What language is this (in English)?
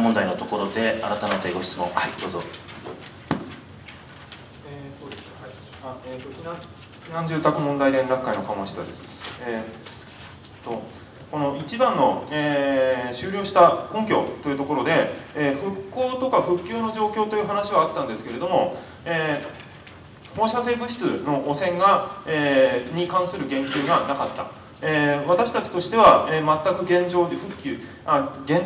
Japanese